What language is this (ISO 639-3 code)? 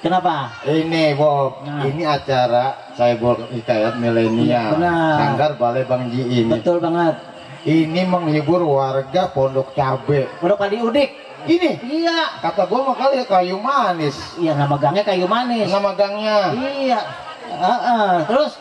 bew